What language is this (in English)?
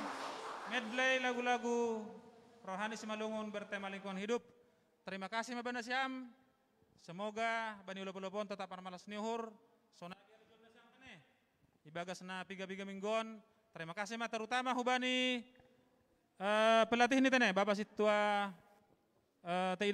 Batak Simalungun